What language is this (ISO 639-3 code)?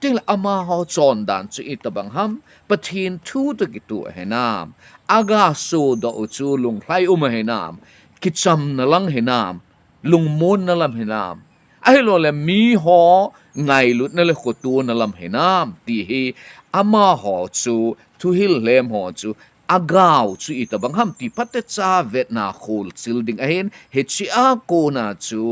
tcz